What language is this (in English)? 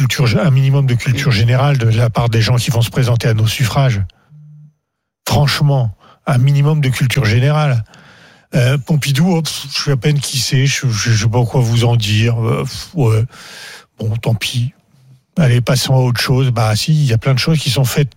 French